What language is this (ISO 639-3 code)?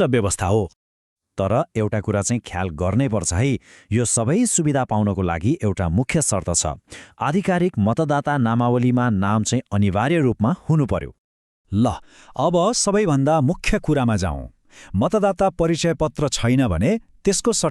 nep